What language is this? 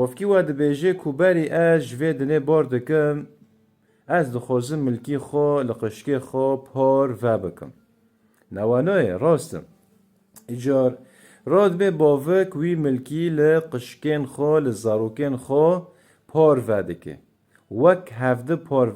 Kurdish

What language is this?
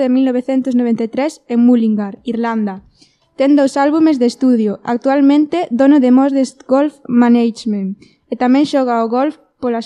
Galician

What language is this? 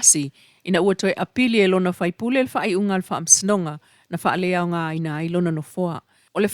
Samoan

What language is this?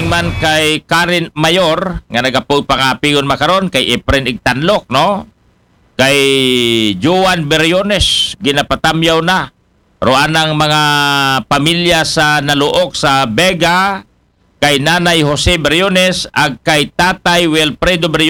Aklanon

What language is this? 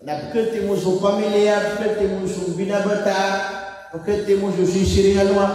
Maranao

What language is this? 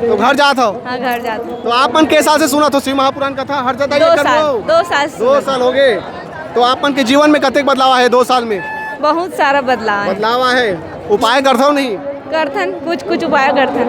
Chhattisgarhi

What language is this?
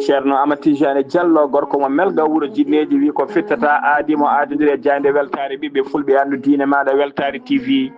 Fula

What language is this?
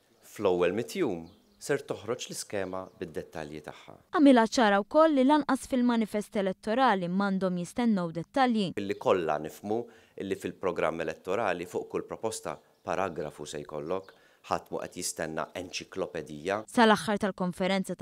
Maltese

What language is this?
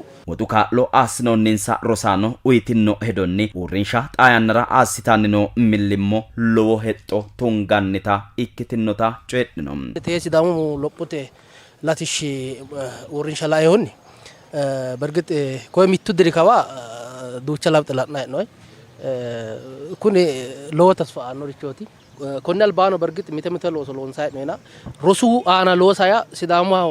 Sidamo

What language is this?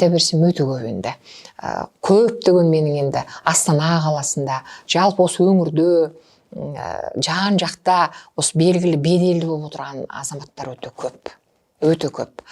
Kazakh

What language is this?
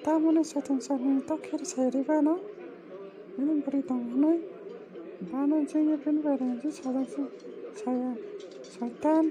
Kok Borok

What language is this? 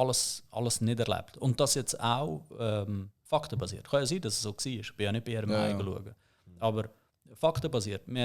Swiss German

